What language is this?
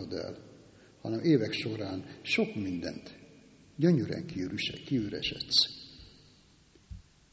Hungarian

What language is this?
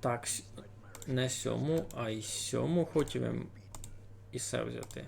Rusyn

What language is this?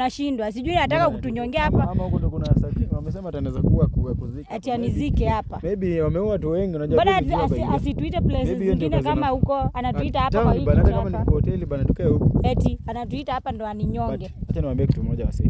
Swahili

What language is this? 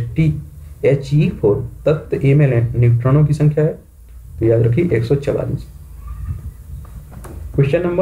Hindi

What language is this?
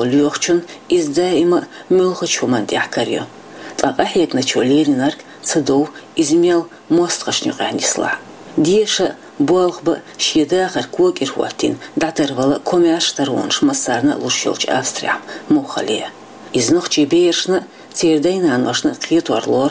Chechen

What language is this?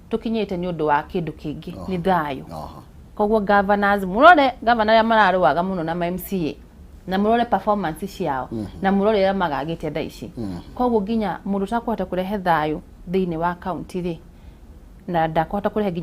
Kikuyu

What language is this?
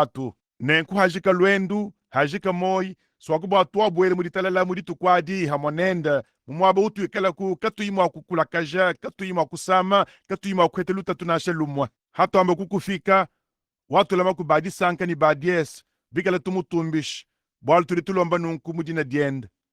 Luba-Lulua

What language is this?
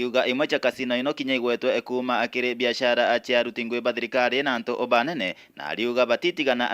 Meru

